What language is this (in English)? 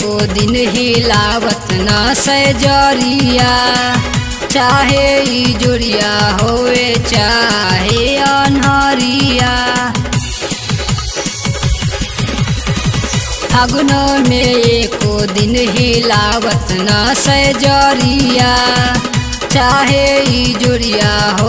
Bhojpuri